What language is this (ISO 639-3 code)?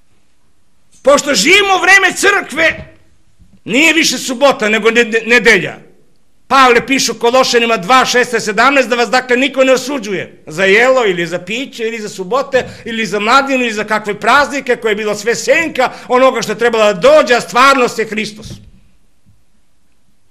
srp